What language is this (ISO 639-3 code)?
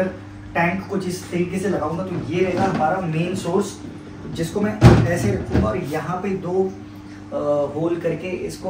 hin